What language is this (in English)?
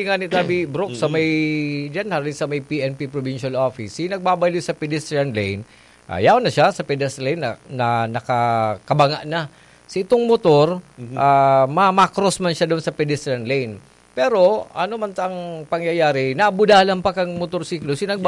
Bikol